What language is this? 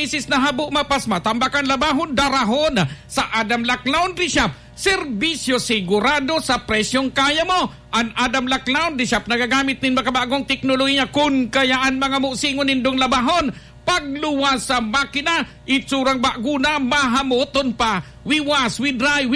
Bikol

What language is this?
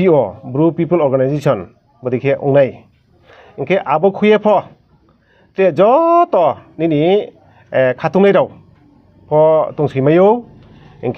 Riang (India)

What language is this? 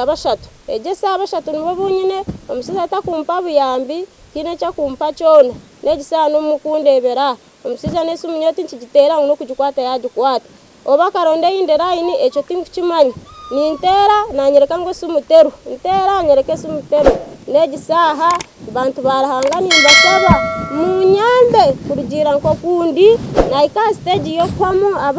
Nyankole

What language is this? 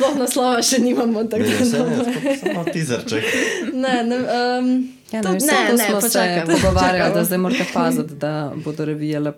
Slovenian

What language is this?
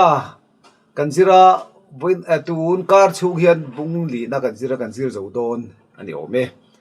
Mizo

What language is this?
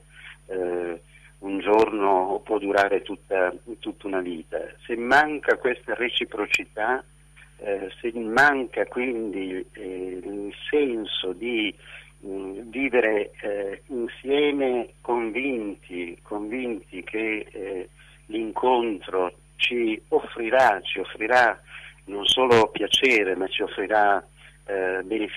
Italian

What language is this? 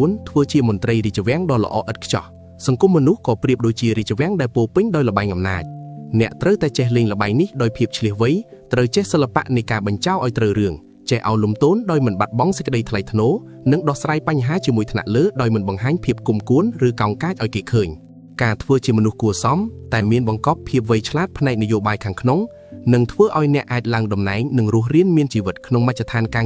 Khmer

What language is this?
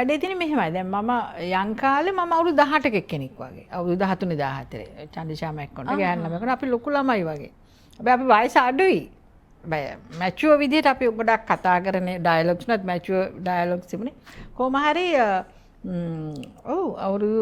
Sinhala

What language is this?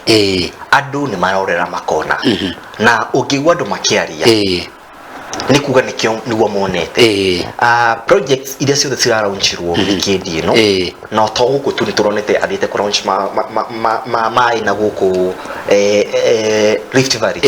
Kikuyu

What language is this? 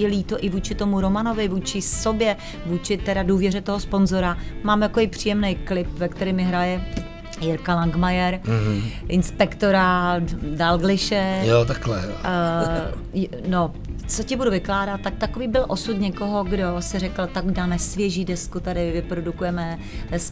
Czech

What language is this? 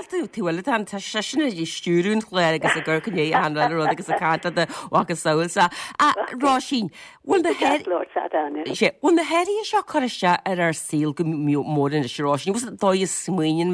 Irish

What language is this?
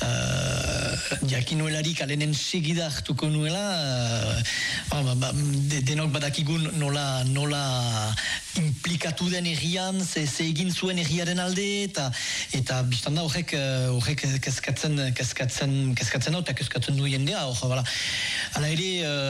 Basque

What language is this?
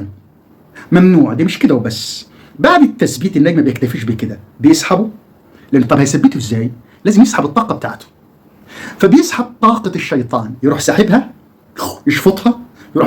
Egyptian Arabic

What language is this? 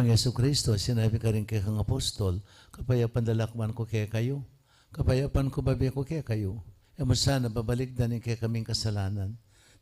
Pampanga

